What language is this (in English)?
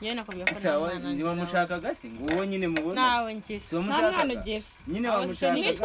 Kinyarwanda